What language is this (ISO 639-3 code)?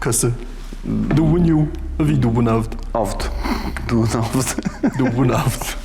oss